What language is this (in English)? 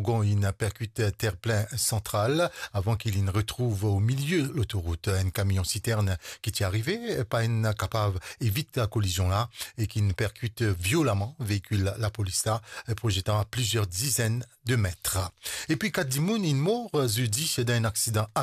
Morisyen